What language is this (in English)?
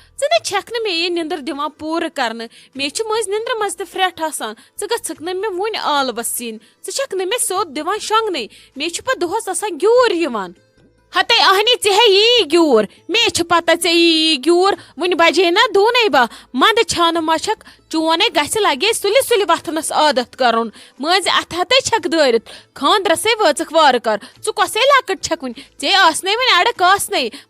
Kashmiri